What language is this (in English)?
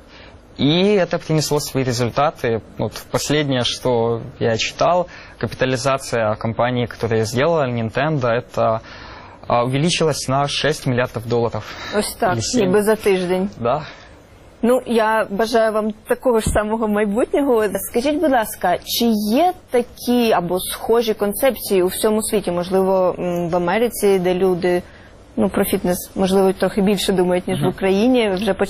Ukrainian